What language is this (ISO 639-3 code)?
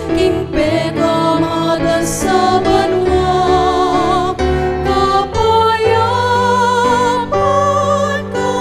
pam